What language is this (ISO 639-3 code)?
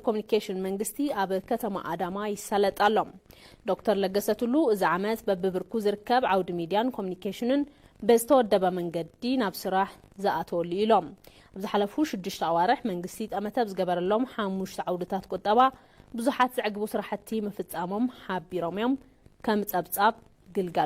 tir